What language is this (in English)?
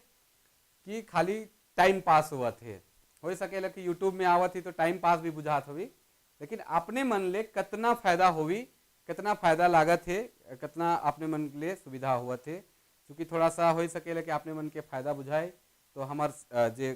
Sadri